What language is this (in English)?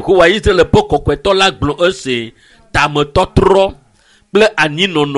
Ewe